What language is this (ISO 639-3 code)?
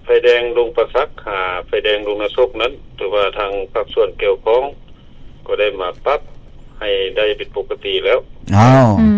lao